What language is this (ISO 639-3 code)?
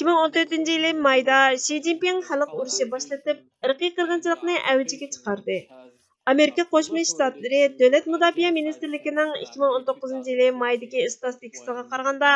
uig